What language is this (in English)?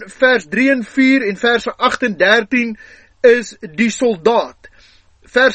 Afrikaans